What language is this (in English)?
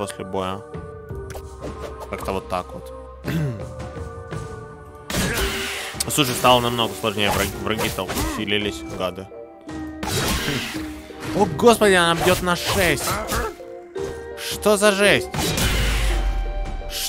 Russian